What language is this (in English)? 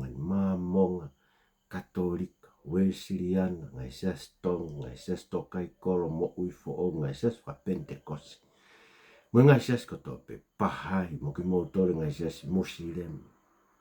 Tongan